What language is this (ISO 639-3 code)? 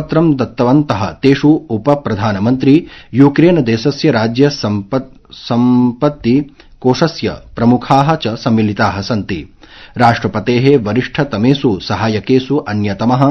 san